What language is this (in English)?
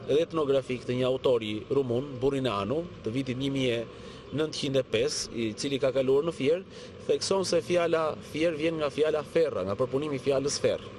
Albanian